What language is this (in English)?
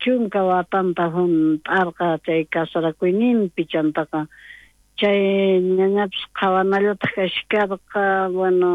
South Bolivian Quechua